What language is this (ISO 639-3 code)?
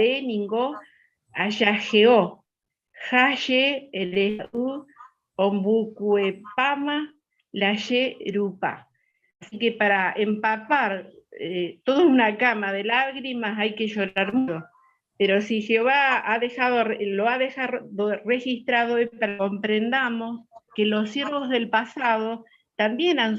grn